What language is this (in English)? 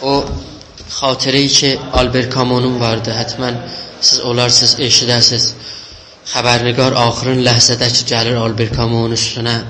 South Azerbaijani